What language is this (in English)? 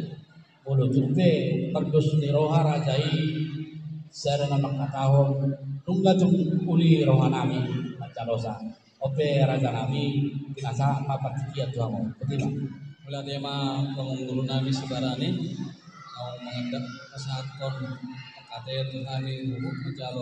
Batak Toba